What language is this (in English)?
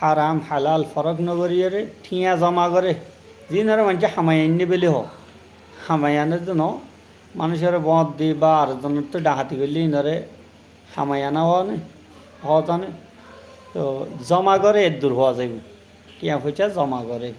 Rohingya